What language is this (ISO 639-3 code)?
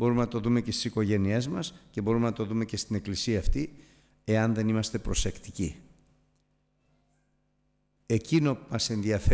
ell